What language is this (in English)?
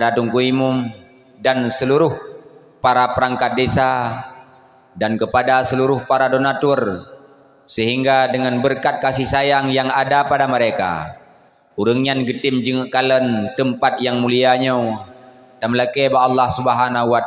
Achinese